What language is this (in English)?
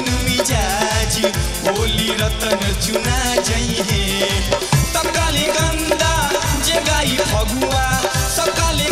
Bhojpuri